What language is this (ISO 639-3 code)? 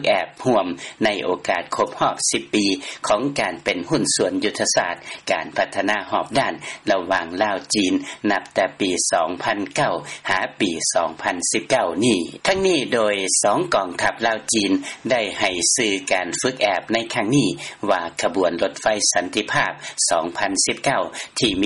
lao